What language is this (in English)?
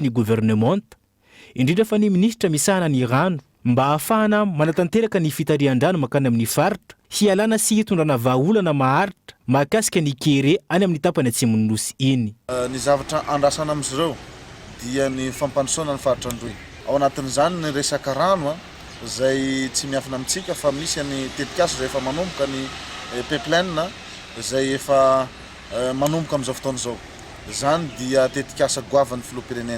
Malagasy